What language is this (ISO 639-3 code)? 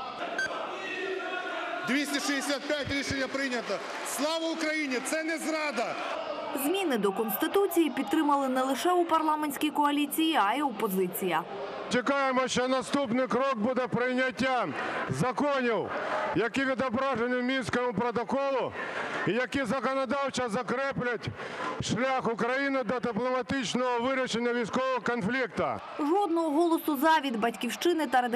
ukr